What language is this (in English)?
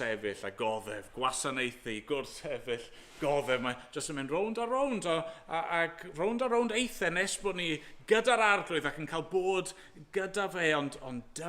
Welsh